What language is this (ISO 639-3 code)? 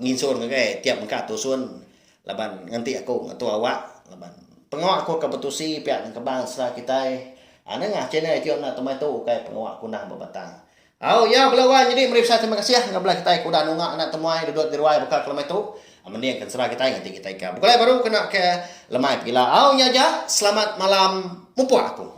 iba